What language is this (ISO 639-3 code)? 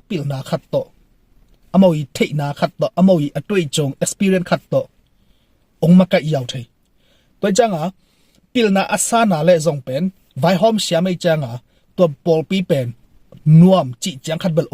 ctd